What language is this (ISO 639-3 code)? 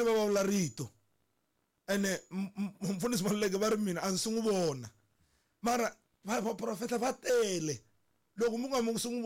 tso